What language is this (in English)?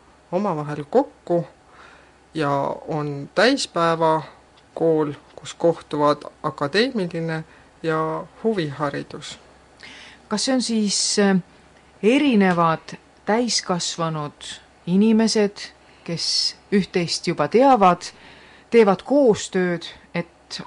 Estonian